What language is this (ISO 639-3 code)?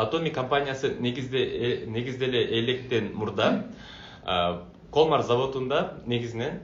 kir